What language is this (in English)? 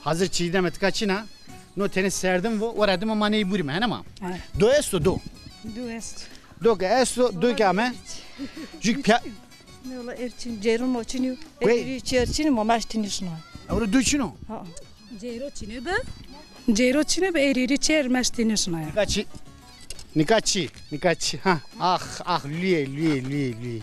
Zaza